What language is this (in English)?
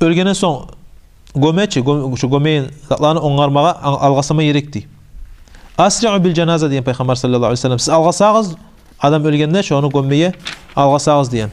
Kumyk